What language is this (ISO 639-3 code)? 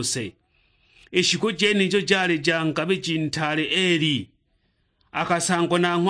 suk